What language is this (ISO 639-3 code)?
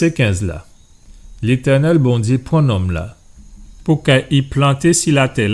gcf